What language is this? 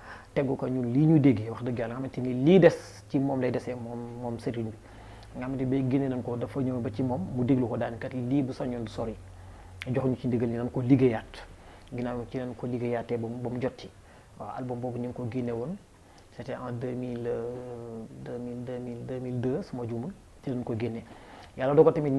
Wolof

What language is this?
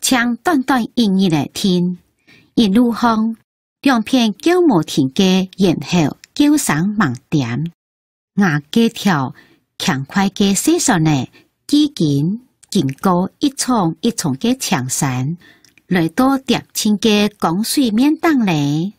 Hakka Chinese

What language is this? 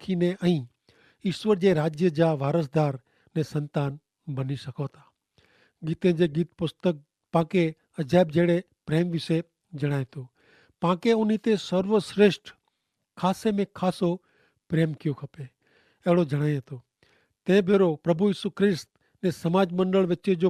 Kachhi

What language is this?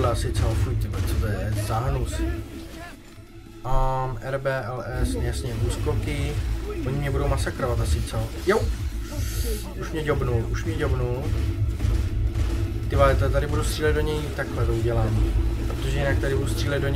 Czech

